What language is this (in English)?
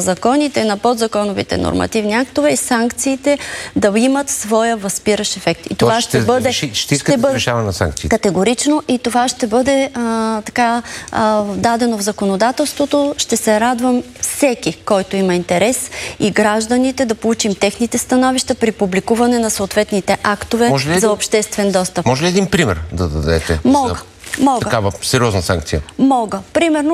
Bulgarian